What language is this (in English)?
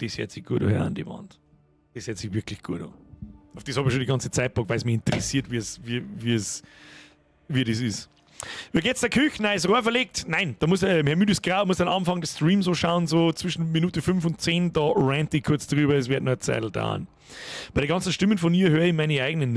Bavarian